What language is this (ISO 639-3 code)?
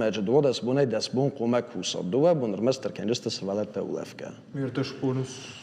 oss